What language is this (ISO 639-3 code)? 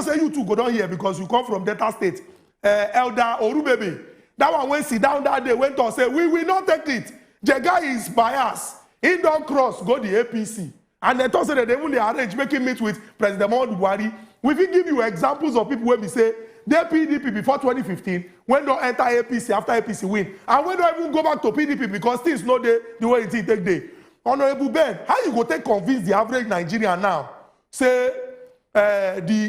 pcm